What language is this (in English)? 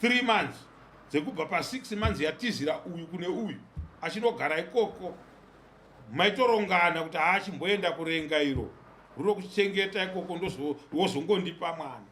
Shona